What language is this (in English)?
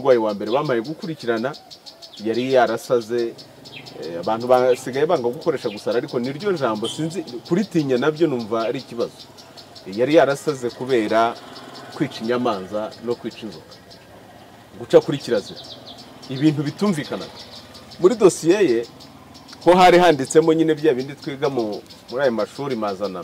Kinyarwanda